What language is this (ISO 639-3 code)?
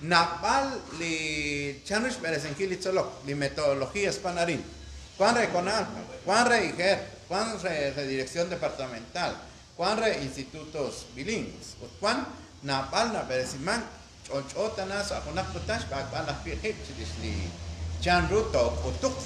kek